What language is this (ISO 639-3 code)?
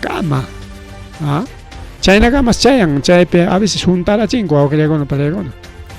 quy